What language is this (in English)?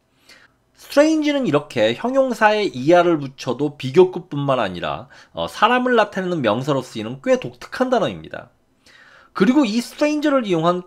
Korean